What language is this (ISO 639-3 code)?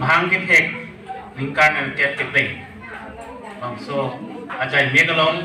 mjw